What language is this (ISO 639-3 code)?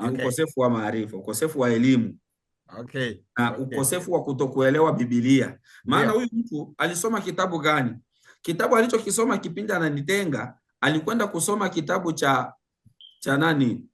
swa